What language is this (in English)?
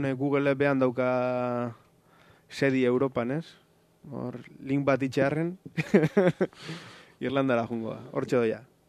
Basque